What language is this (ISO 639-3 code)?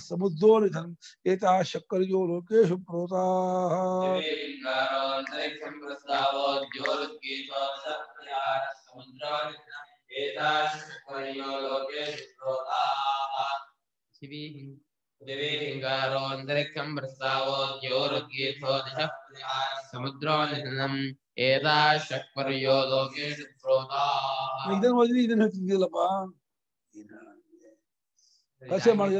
kan